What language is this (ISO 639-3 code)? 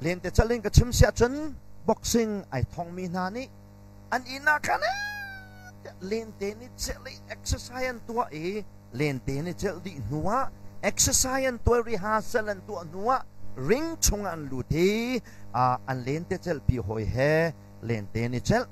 cnh